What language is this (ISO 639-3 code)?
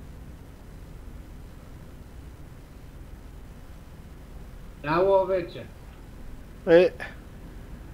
bul